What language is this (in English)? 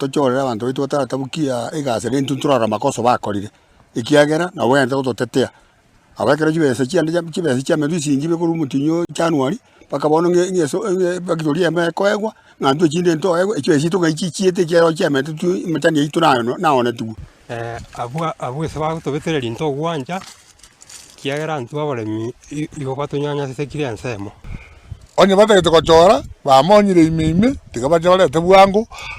Gusii